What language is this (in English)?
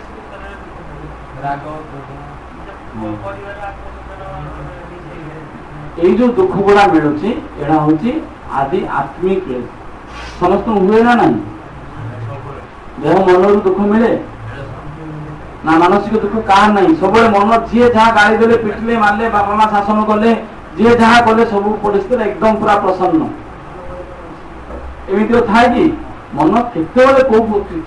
Odia